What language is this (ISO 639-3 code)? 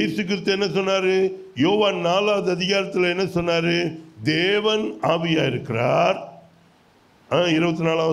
tam